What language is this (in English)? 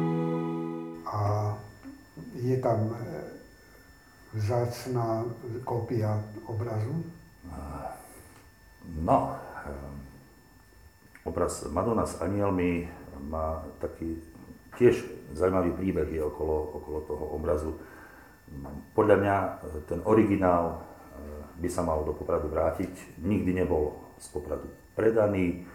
Slovak